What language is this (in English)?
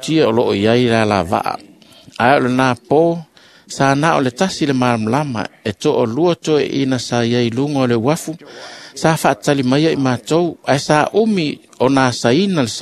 Samoan